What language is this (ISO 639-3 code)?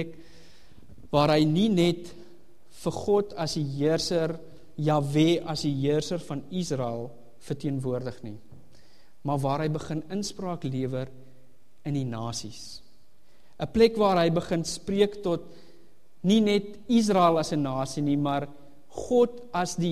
afr